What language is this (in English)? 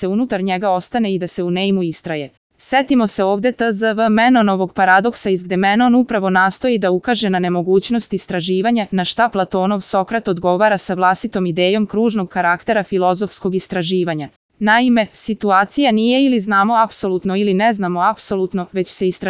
Serbian